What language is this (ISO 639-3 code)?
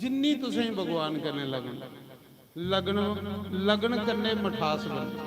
doi